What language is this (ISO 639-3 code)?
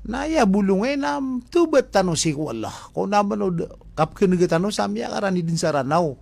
mrw